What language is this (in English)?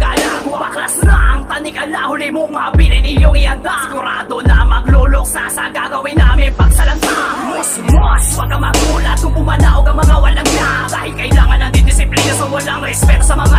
Filipino